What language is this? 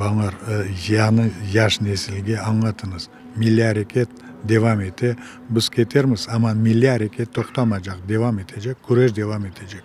Crimean Tatar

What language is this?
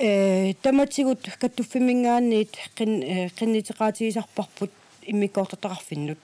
Kalaallisut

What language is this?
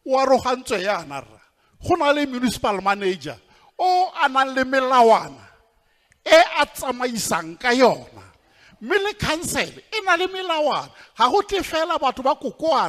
Tswana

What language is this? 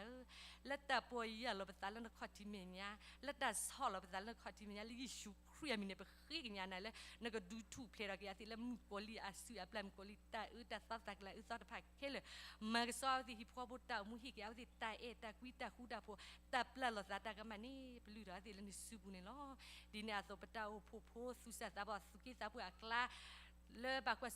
S'gaw Karen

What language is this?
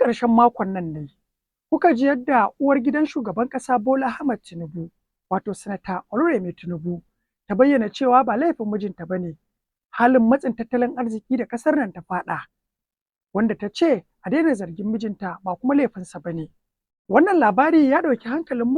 Hausa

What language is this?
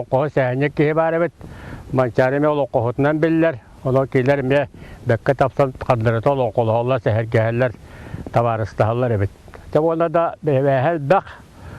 Yakut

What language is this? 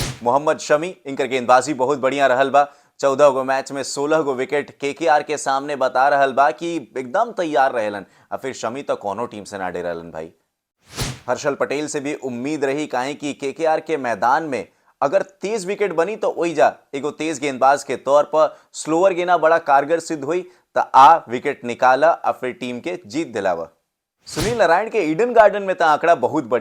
Bhojpuri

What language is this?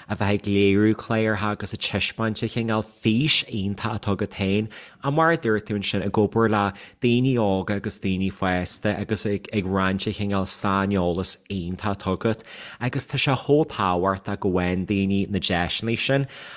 Irish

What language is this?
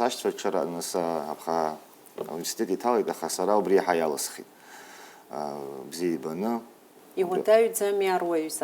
Abkhazian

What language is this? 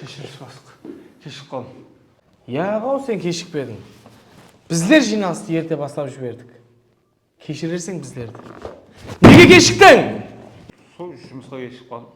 Kara-Kalpak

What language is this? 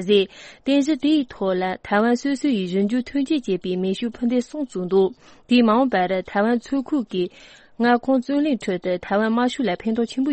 Tibetan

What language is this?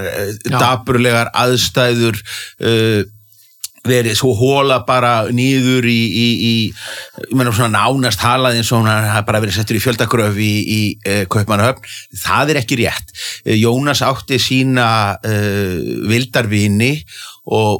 Icelandic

